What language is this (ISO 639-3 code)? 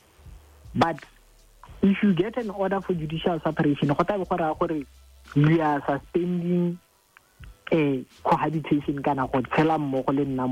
tsn